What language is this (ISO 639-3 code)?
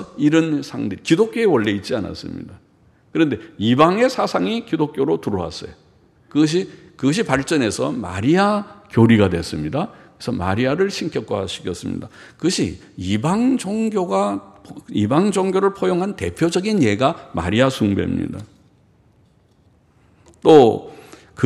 kor